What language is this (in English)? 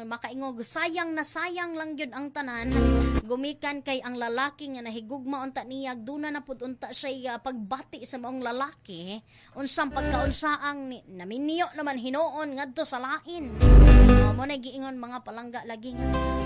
Cebuano